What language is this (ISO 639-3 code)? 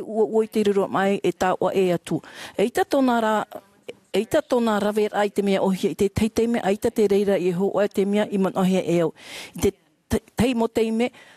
tah